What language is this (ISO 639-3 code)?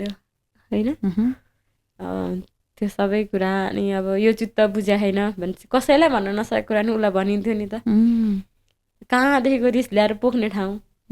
nep